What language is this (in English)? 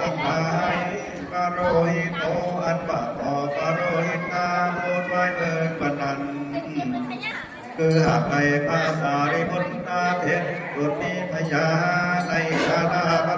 Lü